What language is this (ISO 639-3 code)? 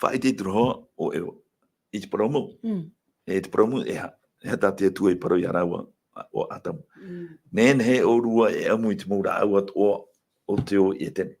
tah